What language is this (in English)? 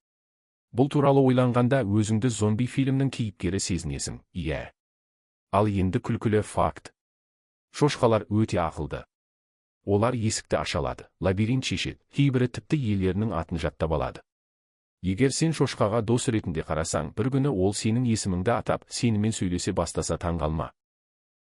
Kazakh